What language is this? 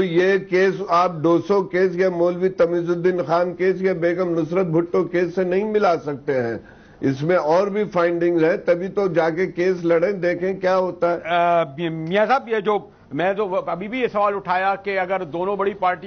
Urdu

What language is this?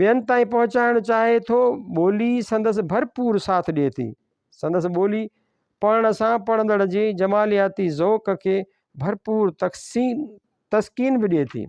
Sindhi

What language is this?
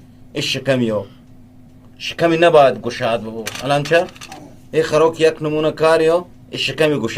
Eastern Balochi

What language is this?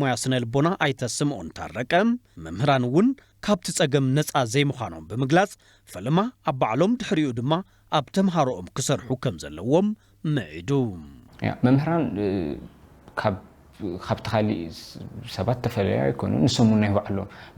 Tigrinya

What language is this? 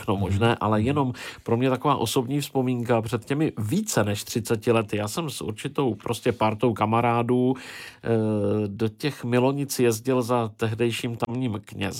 Czech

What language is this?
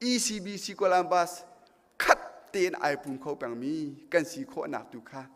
Hakha Chin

